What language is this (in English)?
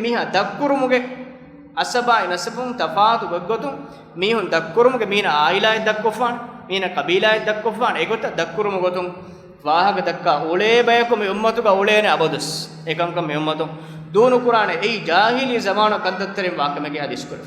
Divehi